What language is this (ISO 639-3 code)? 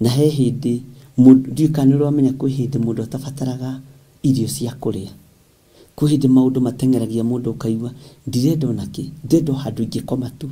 kik